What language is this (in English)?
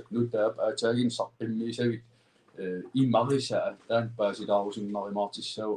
Kalaallisut